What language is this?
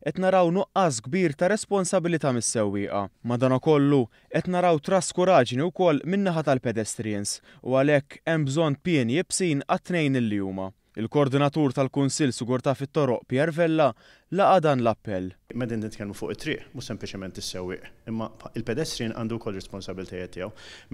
Maltese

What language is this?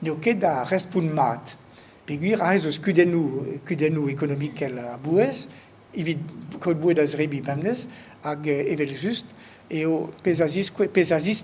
Breton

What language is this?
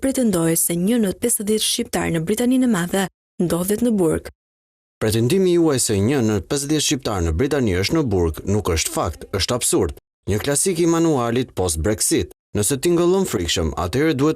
Albanian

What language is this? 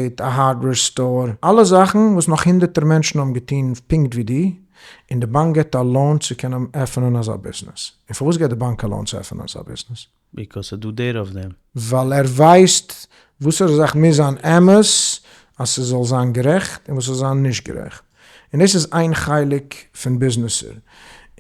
Yiddish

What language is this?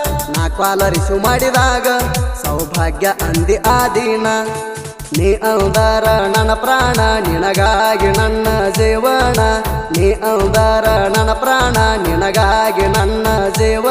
Kannada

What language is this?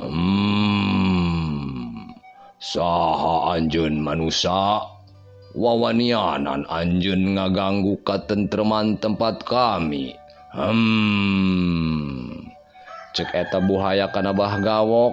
Sundanese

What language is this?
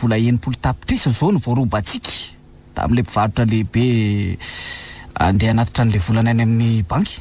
Malagasy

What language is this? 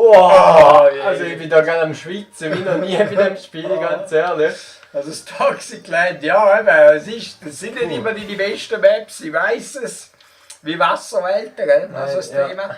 Swiss German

